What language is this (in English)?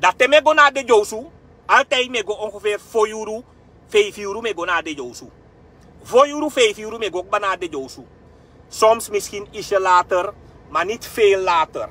Sranan Tongo